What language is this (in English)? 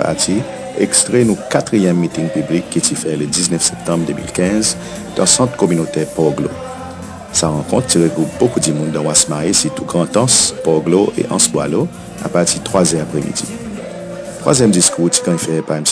Seselwa Creole French